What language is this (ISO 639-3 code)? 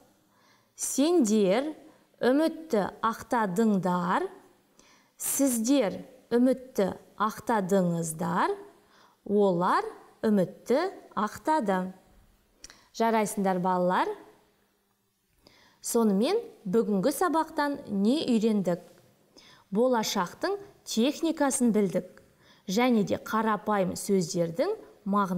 kaz